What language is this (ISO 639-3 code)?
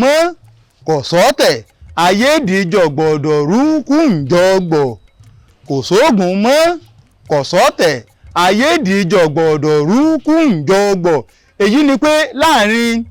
yor